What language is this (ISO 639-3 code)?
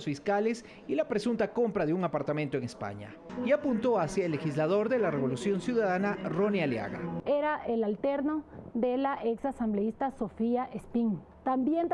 spa